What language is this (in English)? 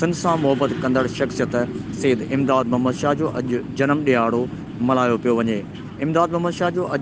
Sindhi